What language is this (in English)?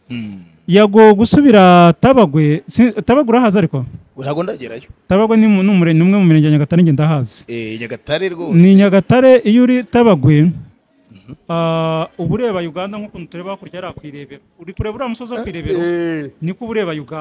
Kinyarwanda